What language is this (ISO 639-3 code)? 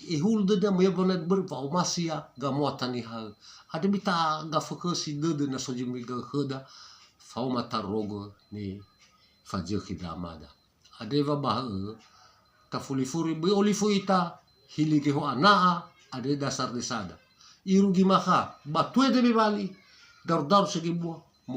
nia